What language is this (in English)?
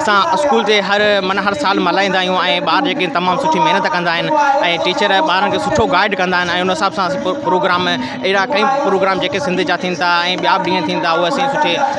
Sindhi